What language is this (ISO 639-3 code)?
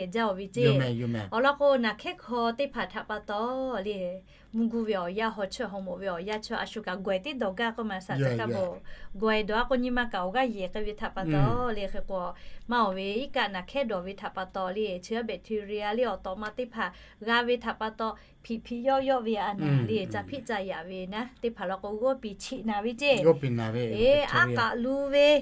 lhu